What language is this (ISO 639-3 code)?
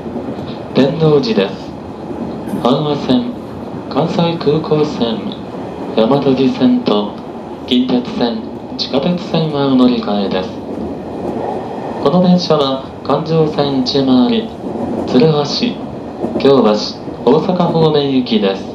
jpn